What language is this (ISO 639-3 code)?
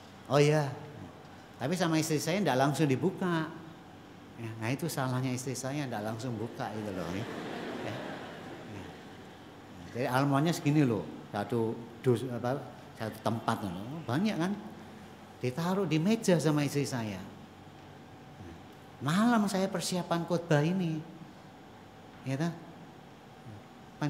ind